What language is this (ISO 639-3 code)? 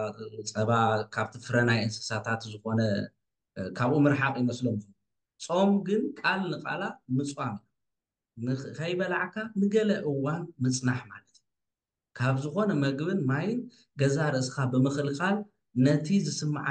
tir